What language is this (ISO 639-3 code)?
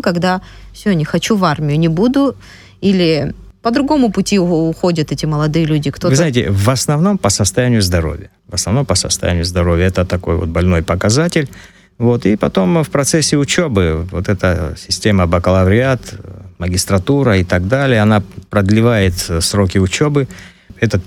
rus